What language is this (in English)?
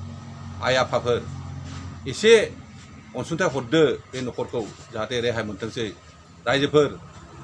Bodo